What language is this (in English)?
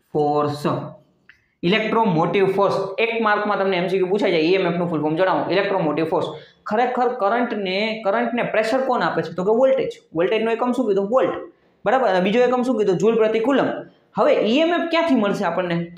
Gujarati